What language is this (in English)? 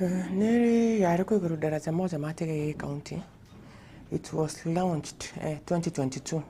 Gusii